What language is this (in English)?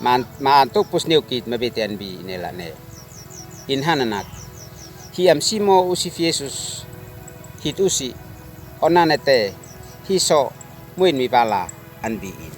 Uab Meto